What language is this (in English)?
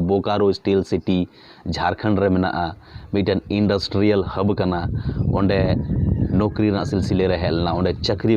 Santali